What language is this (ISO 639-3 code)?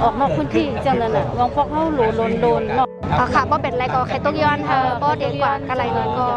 shn